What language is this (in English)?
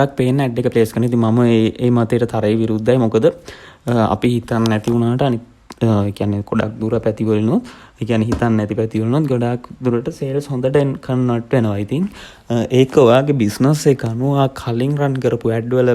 Sinhala